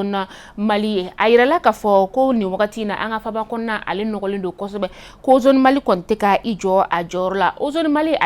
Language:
Bambara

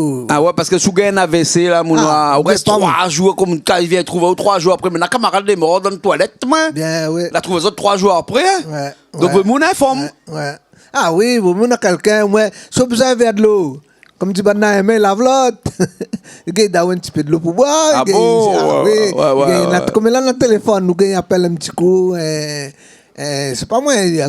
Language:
Réunion Creole French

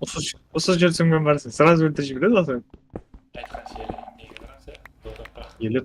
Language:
Kara-Kalpak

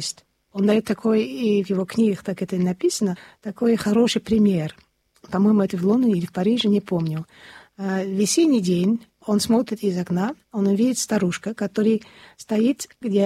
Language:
Russian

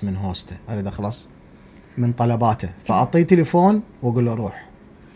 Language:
Mesopotamian Arabic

